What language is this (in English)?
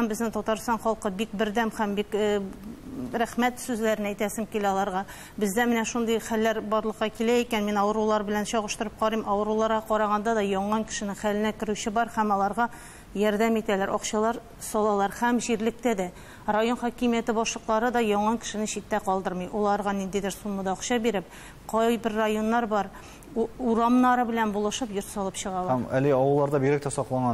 Tatar